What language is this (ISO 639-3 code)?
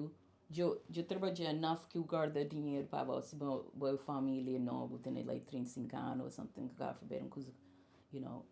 kea